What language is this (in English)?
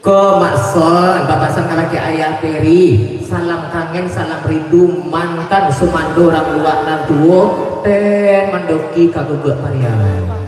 Minangkabau